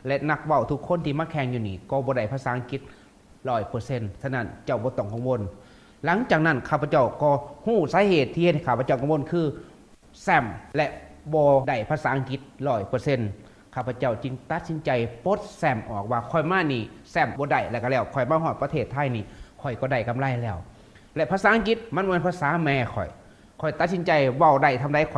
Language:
Lao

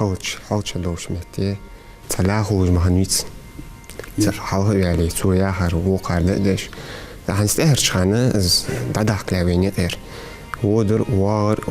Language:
Ingush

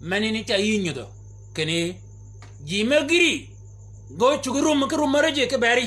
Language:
Shilluk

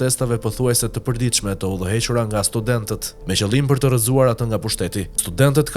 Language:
Albanian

